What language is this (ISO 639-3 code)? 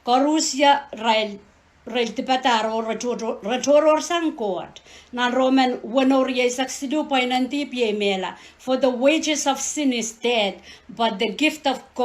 pon